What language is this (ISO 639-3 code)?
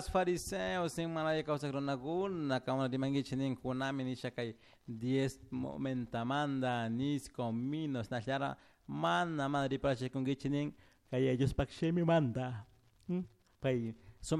qug